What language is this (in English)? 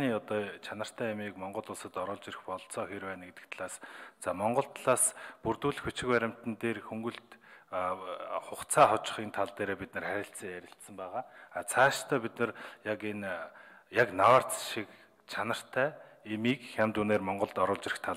Mongolian